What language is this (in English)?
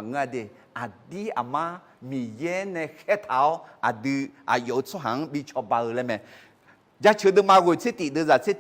Akha